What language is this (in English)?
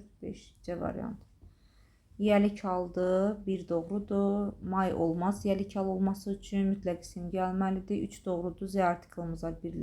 Azerbaijani